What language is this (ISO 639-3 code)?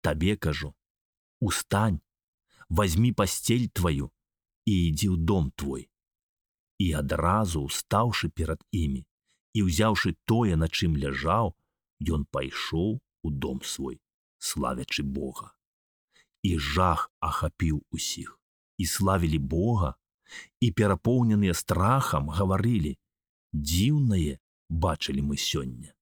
bel